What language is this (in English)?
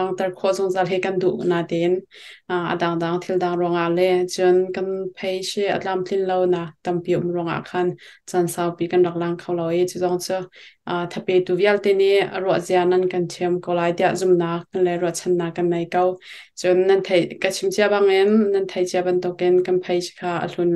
Hakha Chin